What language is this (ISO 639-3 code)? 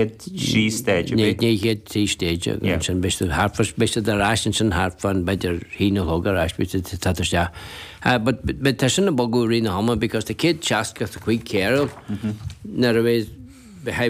gle